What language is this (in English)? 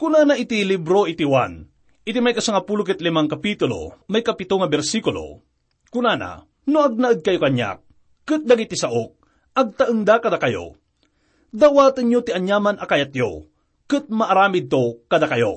Iloko